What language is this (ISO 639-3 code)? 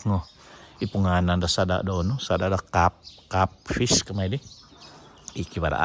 dtp